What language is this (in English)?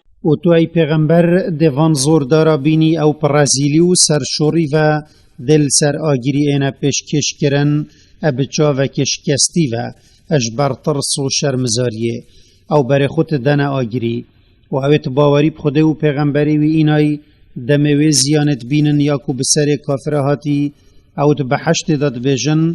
Kurdish